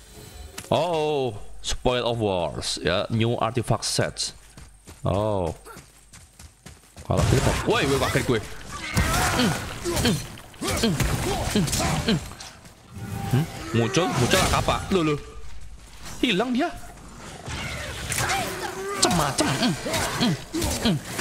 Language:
Indonesian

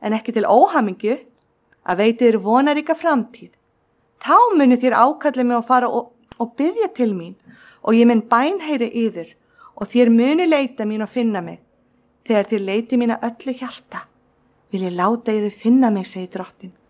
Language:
Icelandic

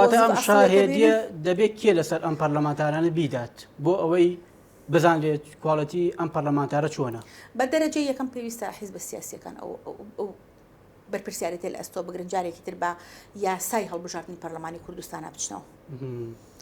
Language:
Central Kurdish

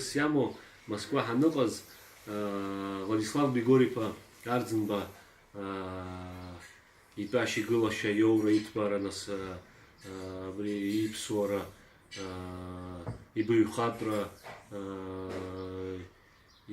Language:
Abkhazian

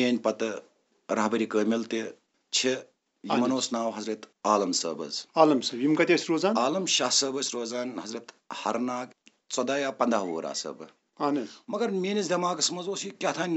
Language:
Kashmiri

